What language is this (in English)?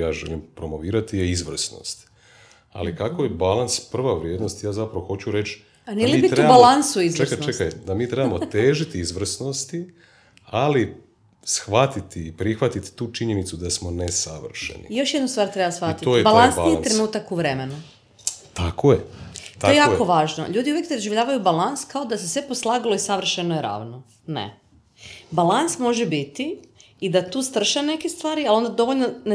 Croatian